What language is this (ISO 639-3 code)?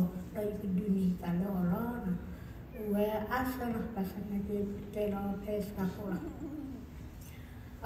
ksw